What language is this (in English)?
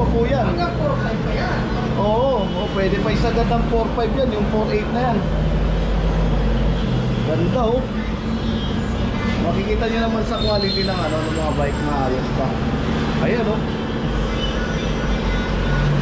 Filipino